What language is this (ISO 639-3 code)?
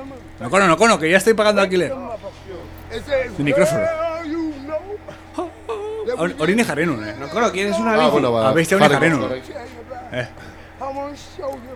eus